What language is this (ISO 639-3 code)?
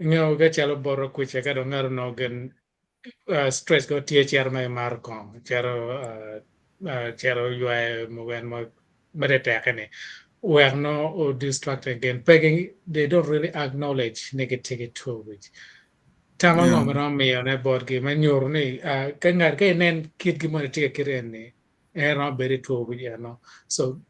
ach